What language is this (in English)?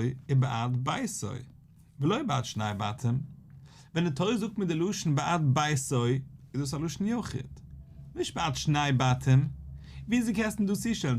Yiddish